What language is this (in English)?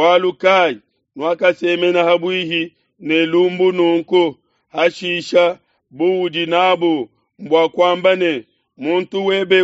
Luba-Lulua